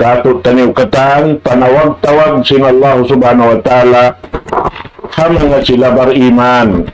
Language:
Tausug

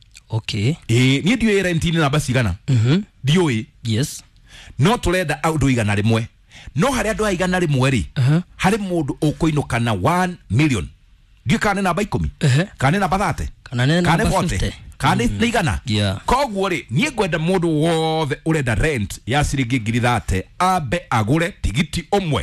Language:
Kikuyu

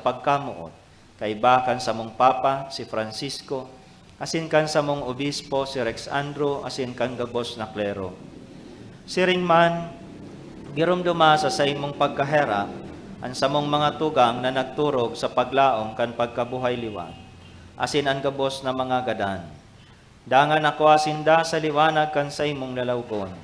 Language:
Bikol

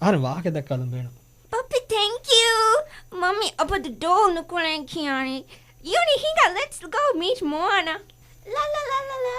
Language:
Divehi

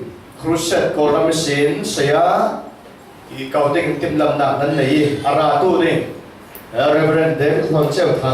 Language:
Falam Chin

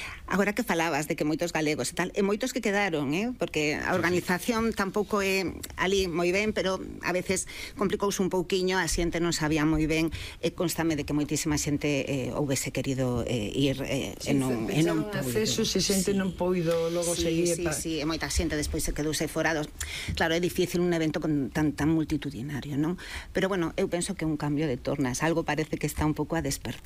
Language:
Galician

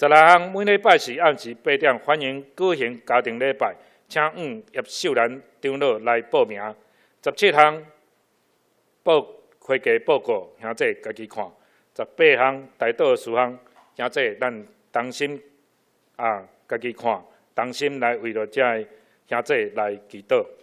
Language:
Min Nan Chinese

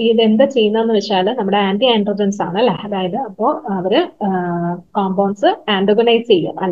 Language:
Malayalam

